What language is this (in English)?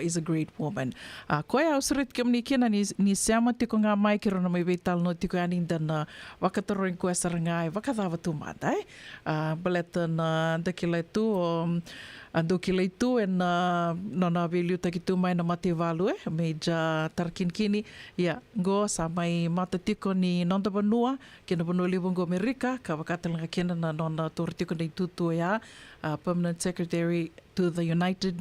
Fijian